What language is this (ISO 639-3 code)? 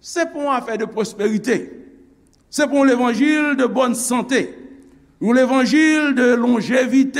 hat